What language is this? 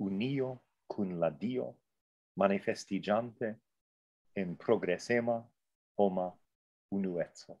Esperanto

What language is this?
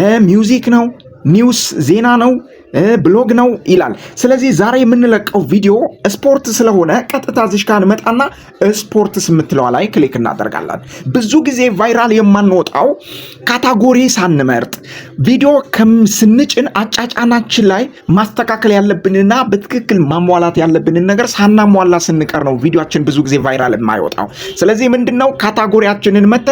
Amharic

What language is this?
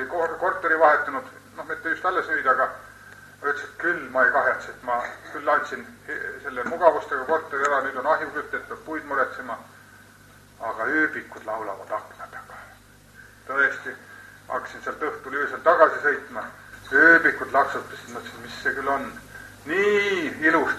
Estonian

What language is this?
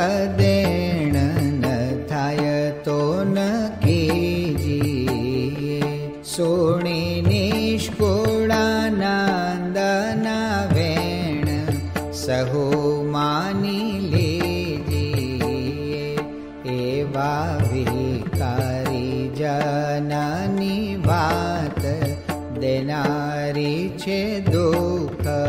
Gujarati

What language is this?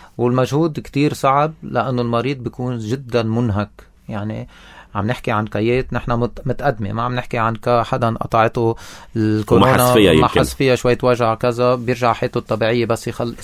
North Levantine Arabic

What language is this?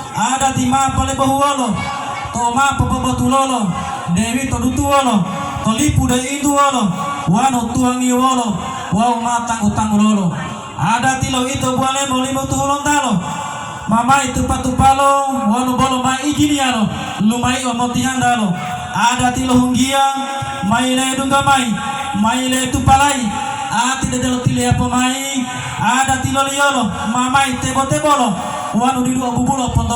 Gorontalo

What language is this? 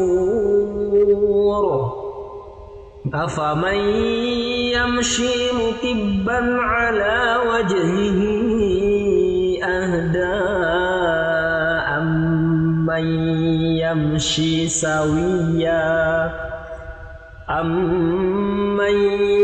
Arabic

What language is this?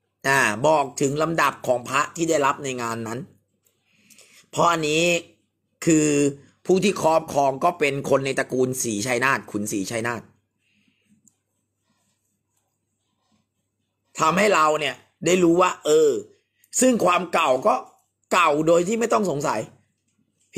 Thai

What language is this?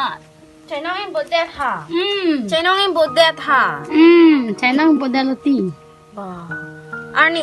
Karbi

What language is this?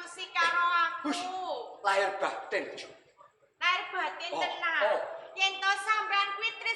Javanese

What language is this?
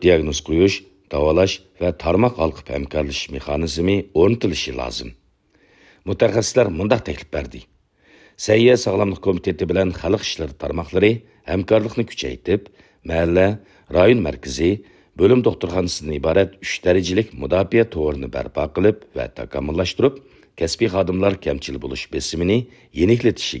Uyghur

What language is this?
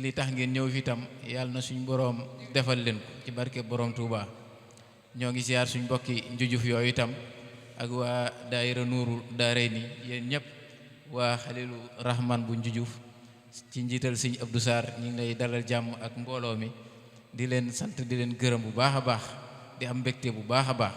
Wolof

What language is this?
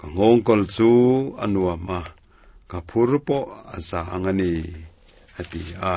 Mizo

